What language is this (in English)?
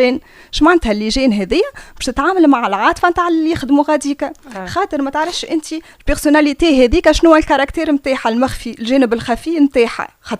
Tunisian Arabic